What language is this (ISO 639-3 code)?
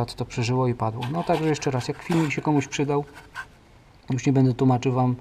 pol